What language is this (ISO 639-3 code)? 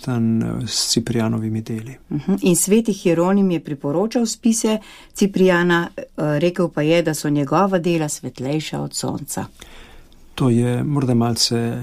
slv